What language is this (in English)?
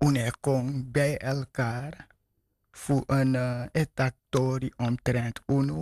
Sranan Tongo